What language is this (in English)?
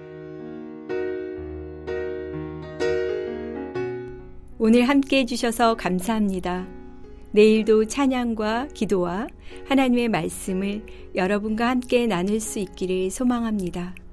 Korean